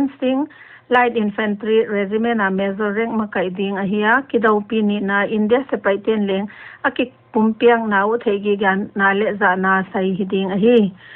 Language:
Paite Chin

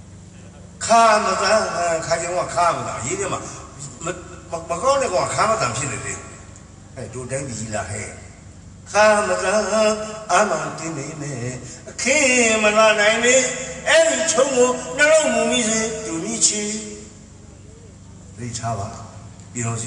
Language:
Burmese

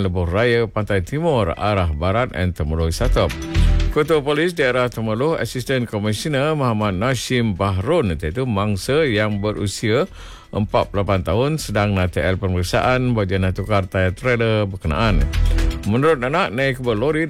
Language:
Malay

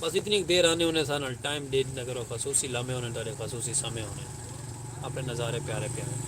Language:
Saraiki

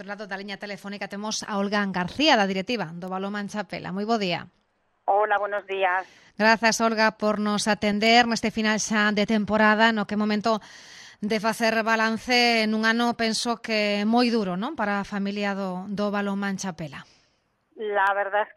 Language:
Galician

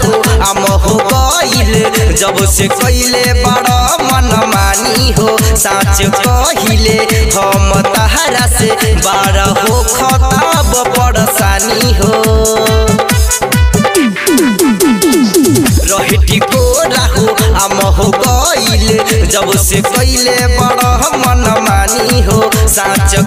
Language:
Bhojpuri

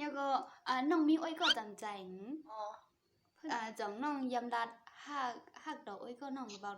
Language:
Shan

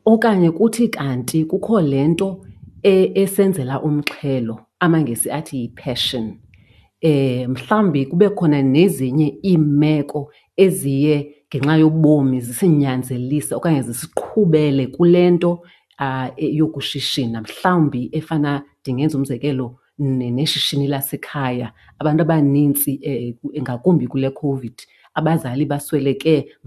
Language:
Xhosa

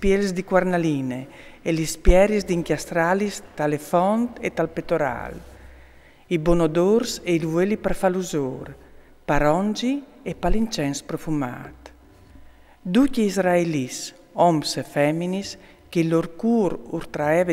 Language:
Friulian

